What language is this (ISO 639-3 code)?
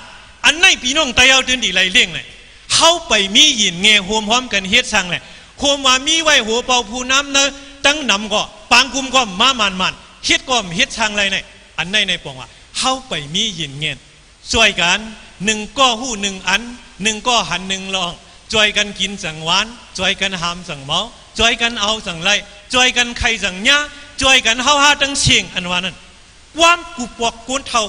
shn